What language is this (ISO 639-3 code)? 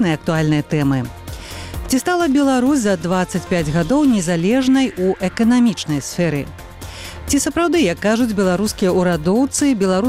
bel